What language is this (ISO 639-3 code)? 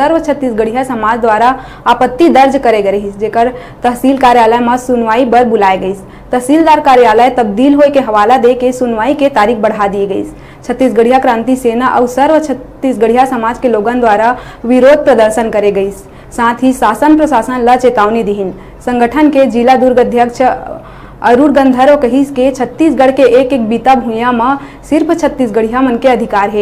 hne